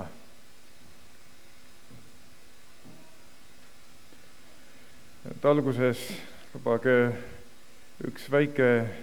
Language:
Estonian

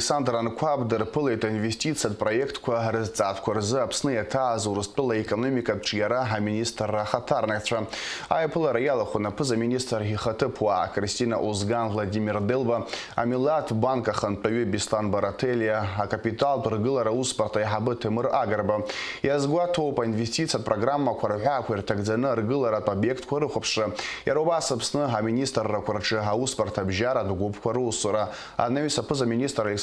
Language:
Abkhazian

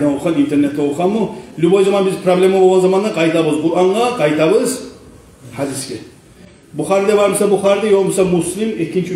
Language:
Kumyk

